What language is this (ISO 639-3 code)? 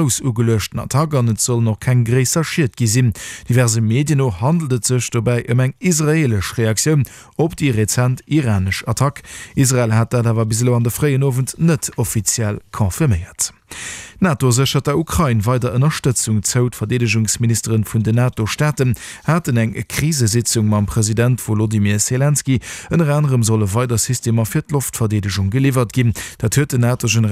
ltz